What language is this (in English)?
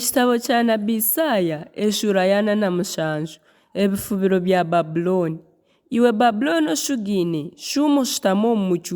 Nyankole